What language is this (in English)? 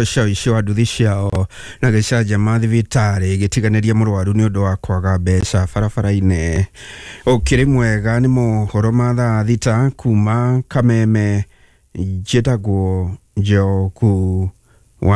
Kikuyu